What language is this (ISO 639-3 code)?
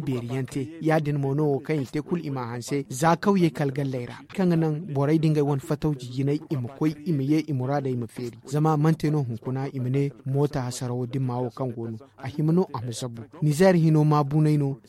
dje